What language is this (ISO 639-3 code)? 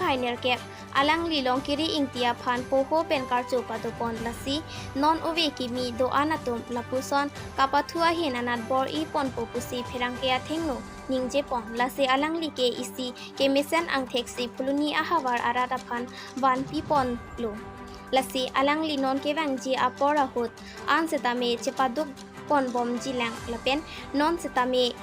mjw